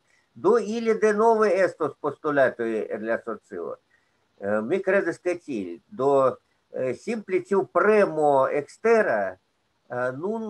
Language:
Esperanto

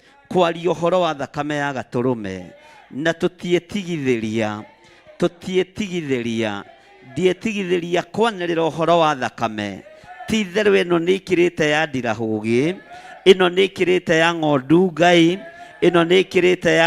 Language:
Kikuyu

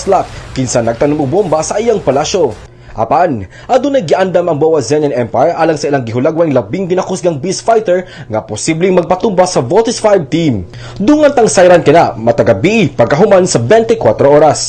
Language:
Cebuano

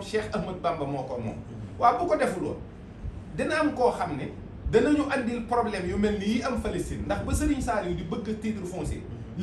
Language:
Wolof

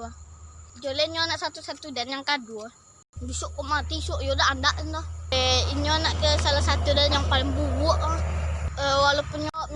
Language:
Minangkabau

